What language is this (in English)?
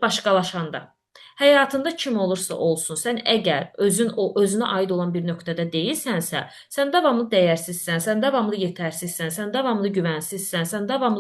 Azerbaijani